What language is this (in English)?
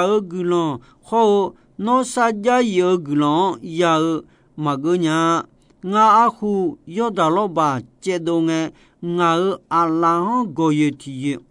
Akha